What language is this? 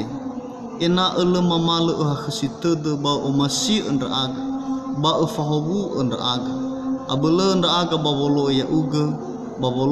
Nias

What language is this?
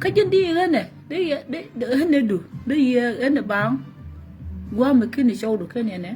Nuer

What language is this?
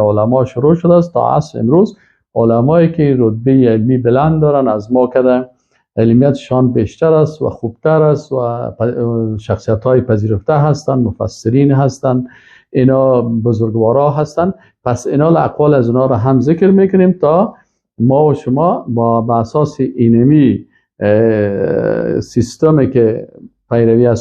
Persian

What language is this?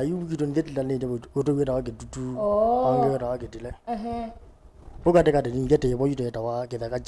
Kamba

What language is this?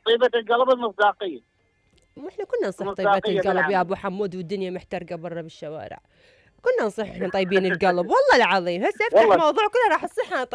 Mesopotamian Arabic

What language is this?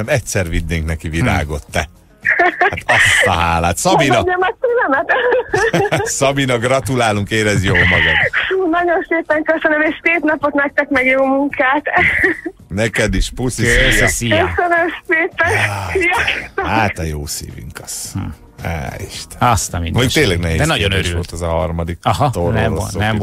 Hungarian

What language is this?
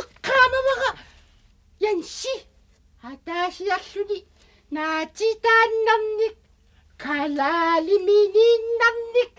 Kalaallisut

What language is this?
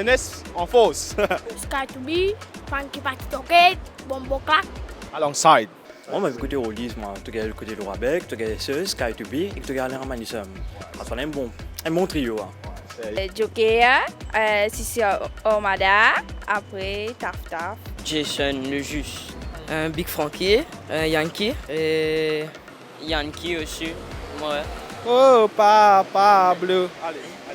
Morisyen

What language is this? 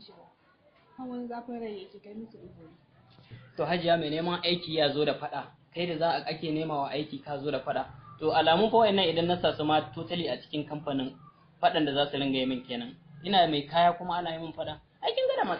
Hausa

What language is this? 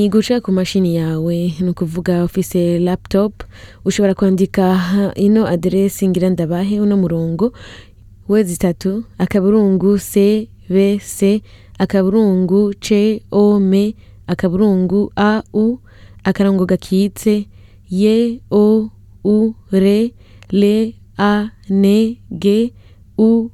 Rundi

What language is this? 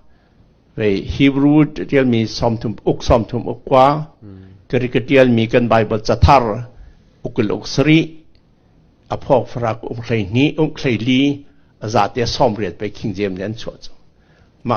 Falam Chin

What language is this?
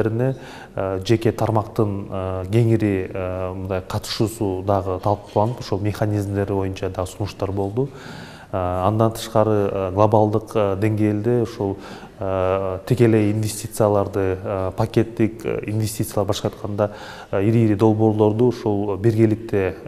Kyrgyz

